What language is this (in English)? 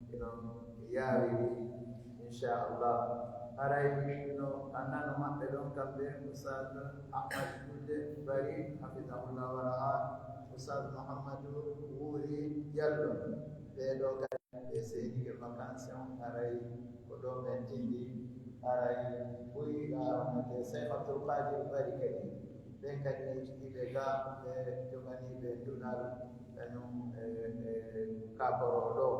Pular